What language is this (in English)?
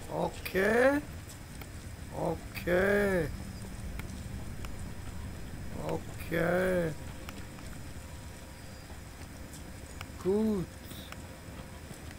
German